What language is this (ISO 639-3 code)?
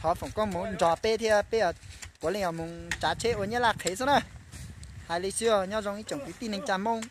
hmn